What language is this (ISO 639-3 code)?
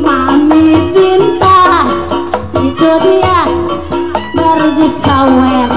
bew